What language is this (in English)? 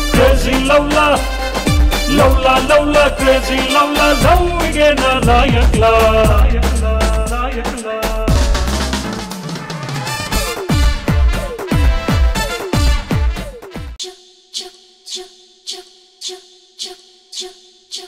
Kannada